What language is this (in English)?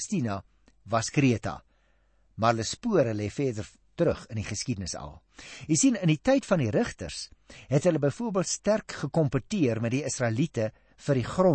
Afrikaans